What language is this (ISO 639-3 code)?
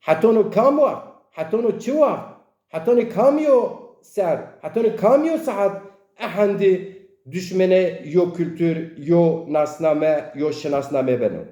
zza